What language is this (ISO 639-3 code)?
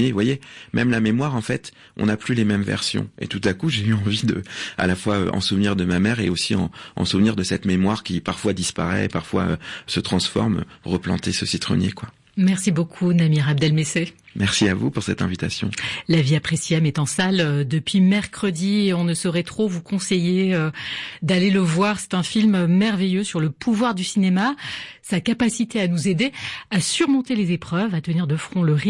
fra